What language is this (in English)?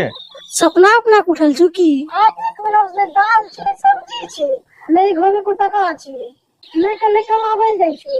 Angika